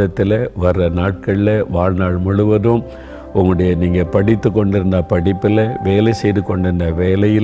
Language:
Tamil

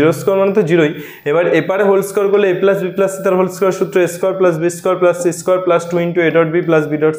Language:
Bangla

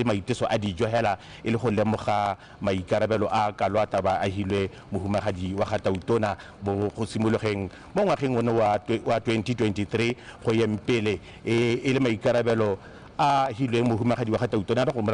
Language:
Tswana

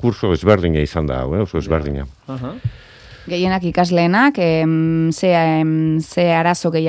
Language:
Basque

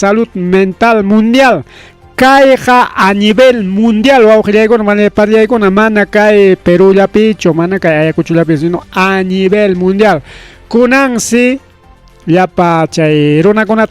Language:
Ayacucho Quechua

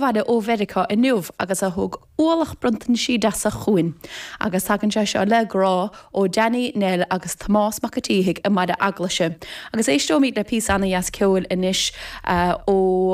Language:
Irish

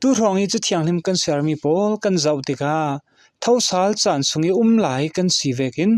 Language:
Falam Chin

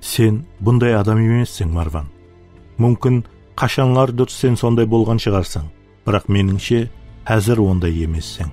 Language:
Kara-Kalpak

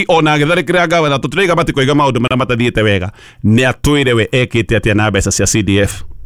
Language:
Kikuyu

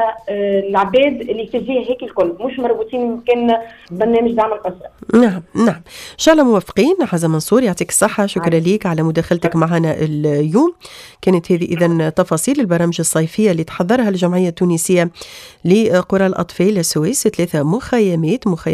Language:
Tunisian Arabic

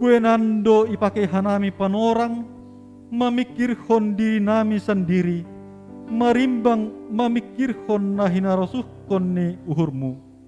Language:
Batak Simalungun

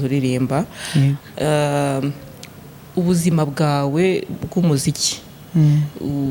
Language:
Kinyarwanda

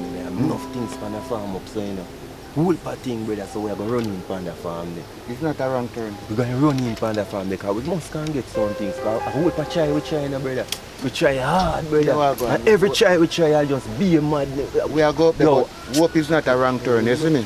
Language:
Jamaican Creole English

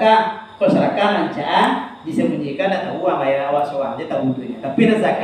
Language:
Minangkabau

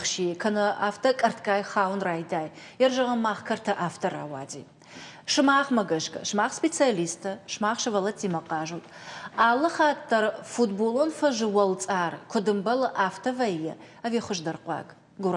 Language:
Ossetic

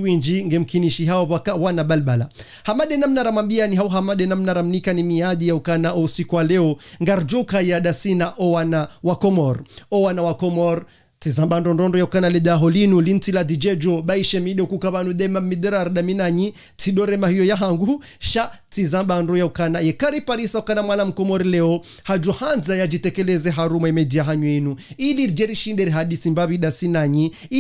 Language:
Ngazidja Comorian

